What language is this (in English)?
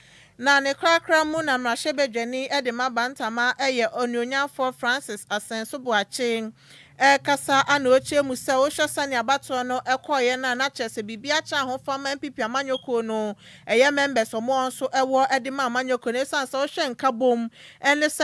Akan